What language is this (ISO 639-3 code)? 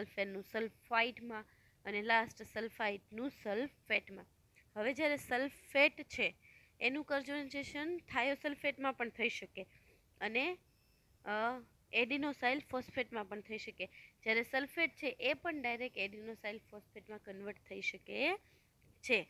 guj